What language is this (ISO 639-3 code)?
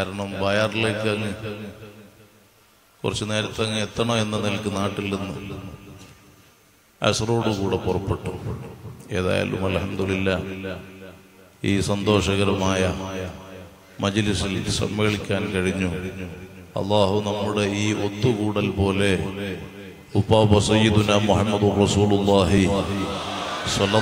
mal